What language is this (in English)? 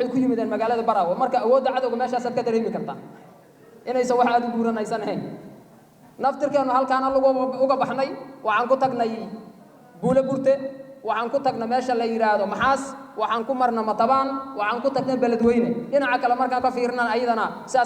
Somali